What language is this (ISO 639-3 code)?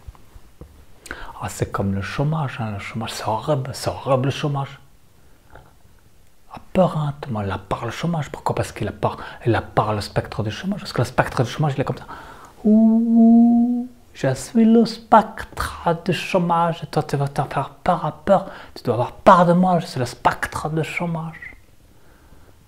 fra